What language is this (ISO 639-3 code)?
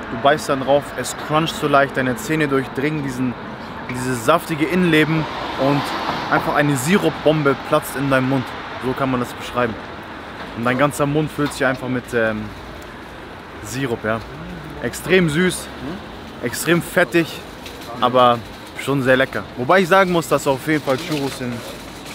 deu